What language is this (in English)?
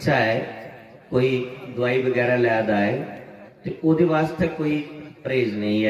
Dogri